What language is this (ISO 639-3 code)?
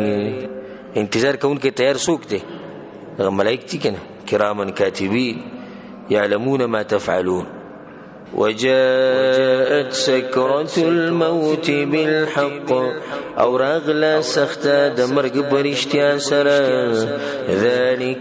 pus